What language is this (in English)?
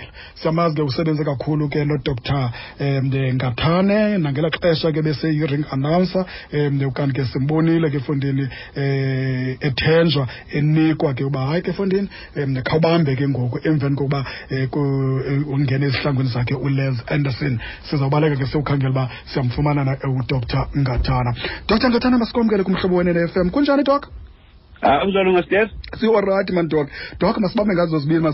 Xhosa